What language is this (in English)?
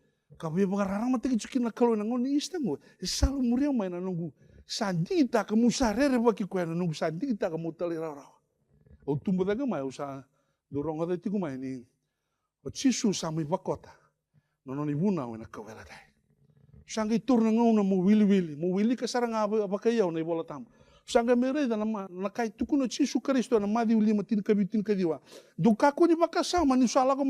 Fijian